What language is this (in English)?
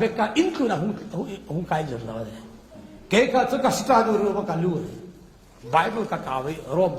Falam Chin